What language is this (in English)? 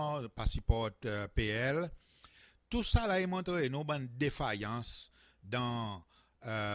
Seselwa Creole French